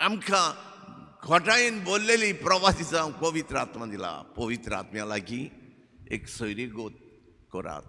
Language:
Konkani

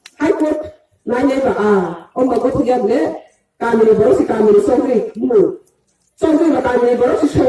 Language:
Riang (India)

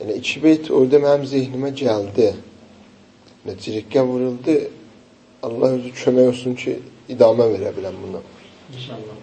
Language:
South Azerbaijani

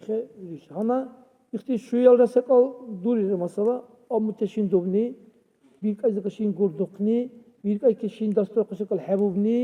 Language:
Dargwa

